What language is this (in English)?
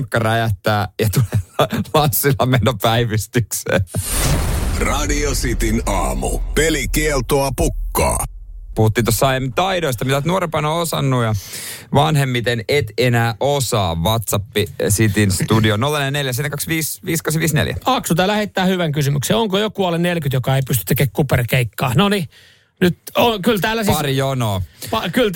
Finnish